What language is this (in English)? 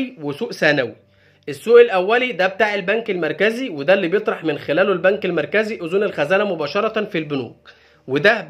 Egyptian Arabic